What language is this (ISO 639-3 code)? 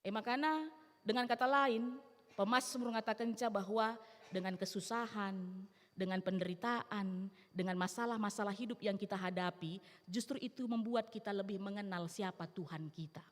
btx